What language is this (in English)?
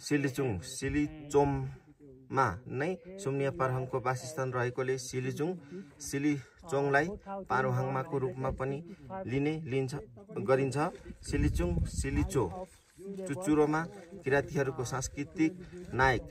Nepali